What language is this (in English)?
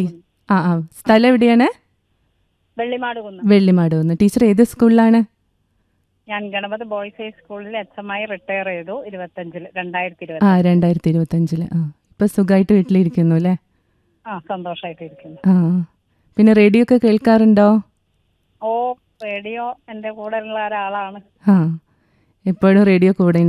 Malayalam